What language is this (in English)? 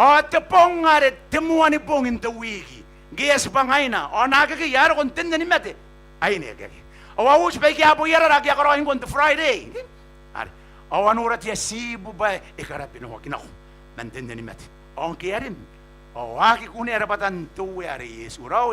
Gilbertese